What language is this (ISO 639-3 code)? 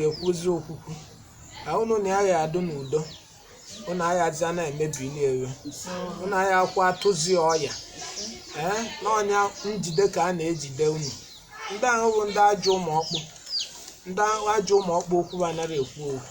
ibo